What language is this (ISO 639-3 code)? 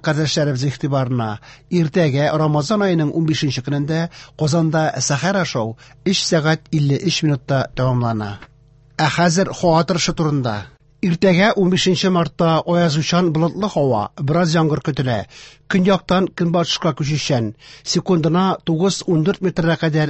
tat